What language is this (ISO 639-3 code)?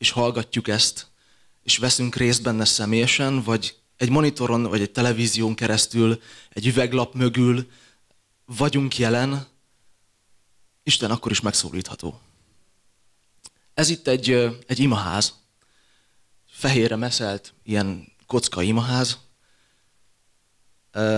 hun